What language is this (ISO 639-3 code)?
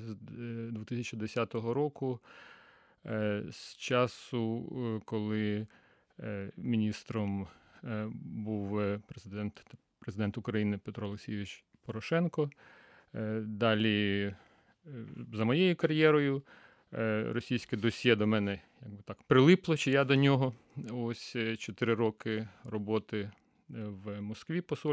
ukr